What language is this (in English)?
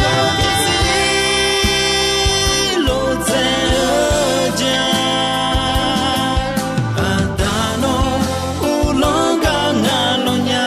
Akha